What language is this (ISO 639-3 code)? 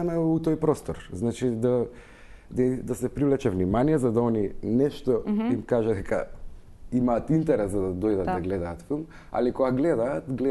mkd